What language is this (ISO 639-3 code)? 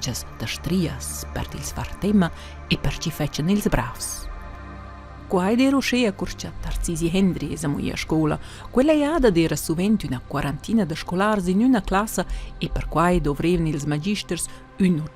roh